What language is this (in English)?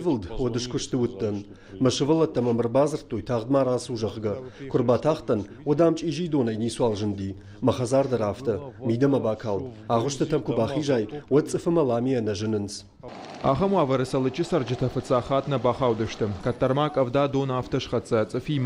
Ossetic